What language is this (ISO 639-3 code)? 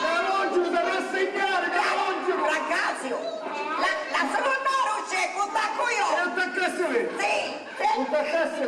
scn